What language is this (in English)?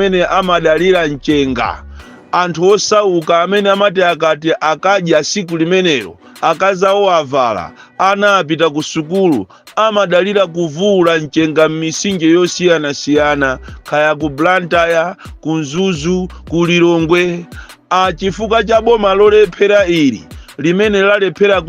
Nyanja